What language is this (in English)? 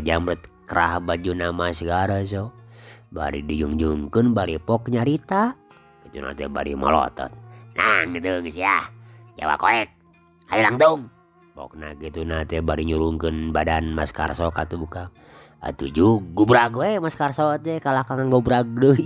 Sundanese